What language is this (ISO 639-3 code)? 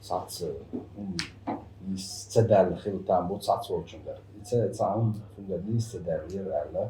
che